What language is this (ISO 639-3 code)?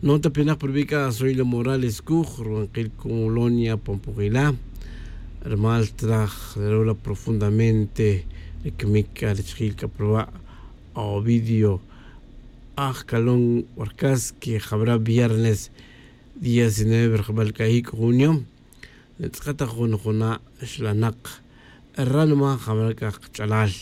tzj